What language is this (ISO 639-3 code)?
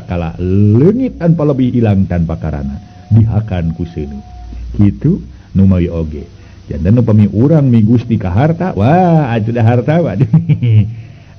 sun